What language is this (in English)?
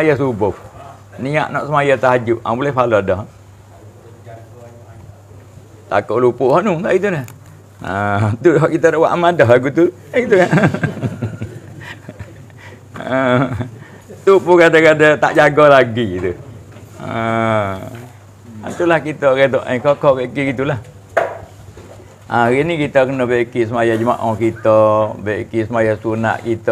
Malay